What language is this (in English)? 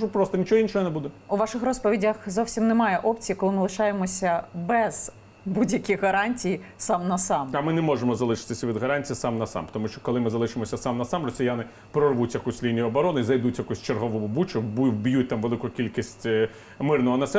Ukrainian